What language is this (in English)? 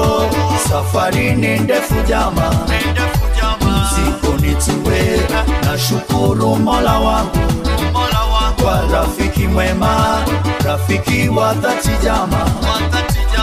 Swahili